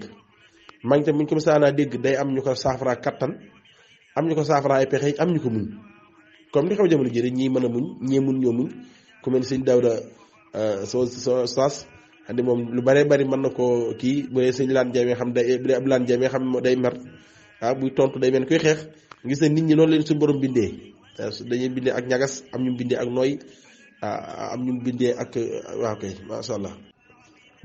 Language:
Wolof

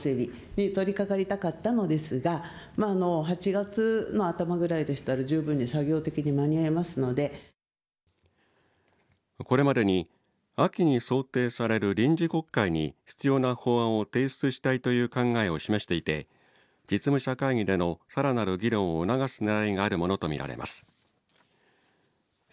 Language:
Japanese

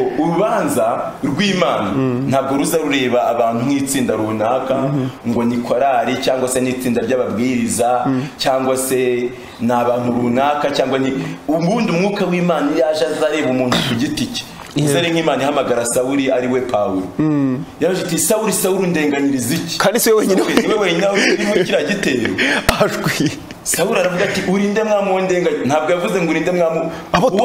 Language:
Kinyarwanda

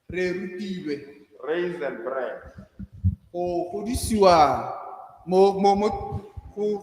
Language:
Tswana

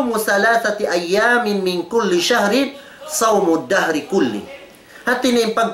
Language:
Tausug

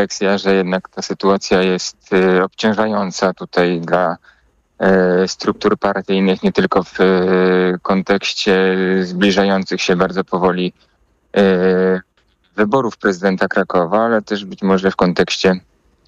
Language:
Polish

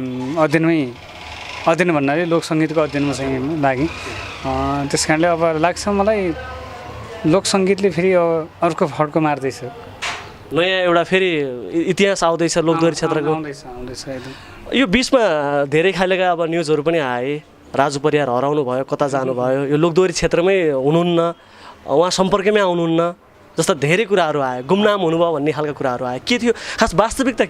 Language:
Nepali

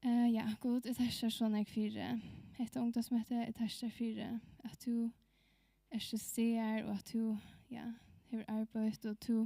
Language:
Faroese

